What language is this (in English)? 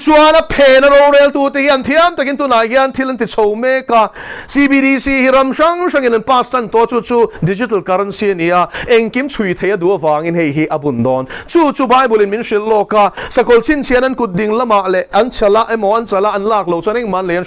Mizo